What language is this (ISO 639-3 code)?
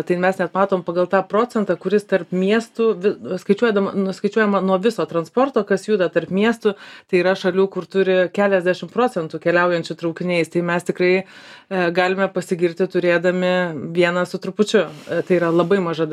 lit